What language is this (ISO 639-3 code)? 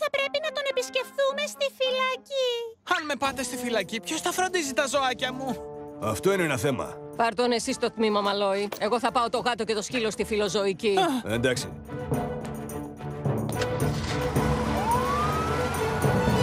ell